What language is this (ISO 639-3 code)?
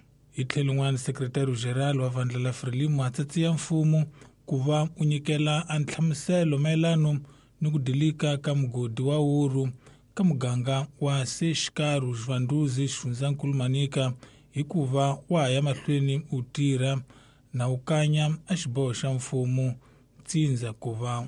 tso